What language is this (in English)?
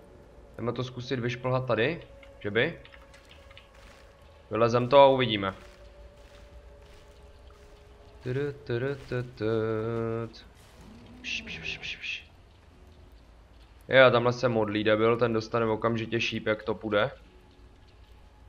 Czech